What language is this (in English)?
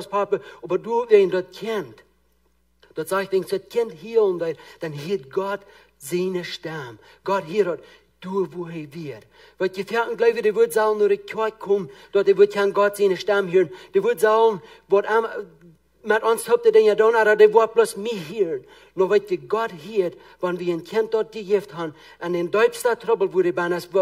Plautdietsch